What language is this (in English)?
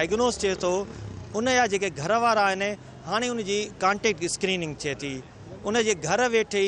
Sindhi